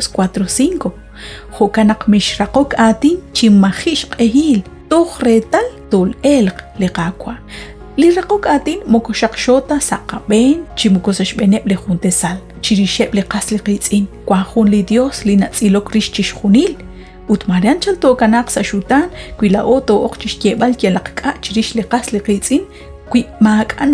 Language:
Kekchí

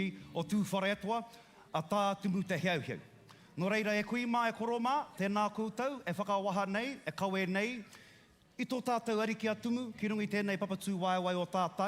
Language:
Māori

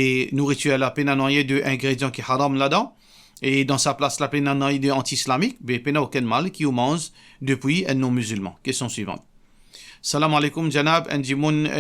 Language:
Morisyen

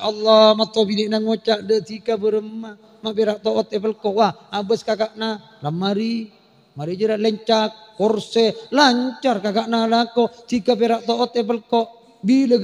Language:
Madurese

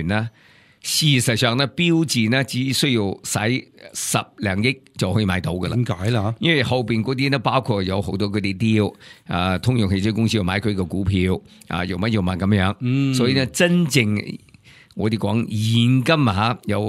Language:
Cantonese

